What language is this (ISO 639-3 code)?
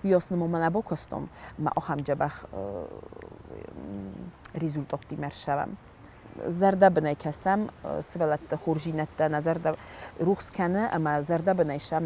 oss